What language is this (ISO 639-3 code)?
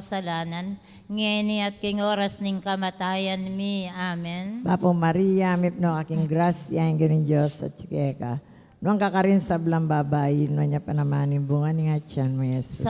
pam